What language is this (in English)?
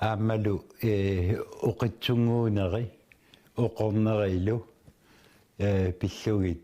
Kalaallisut